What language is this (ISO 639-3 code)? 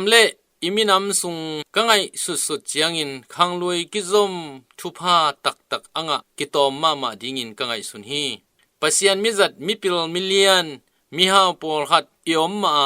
ctd